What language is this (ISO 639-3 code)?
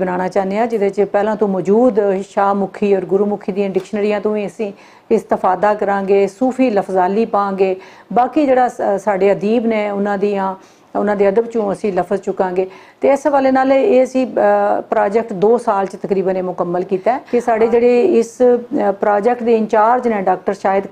lah